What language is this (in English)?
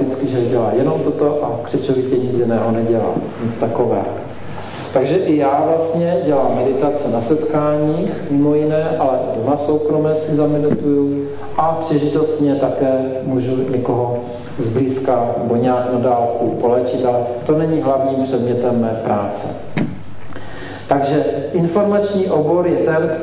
Czech